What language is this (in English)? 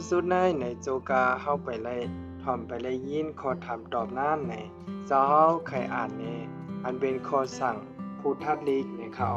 Shan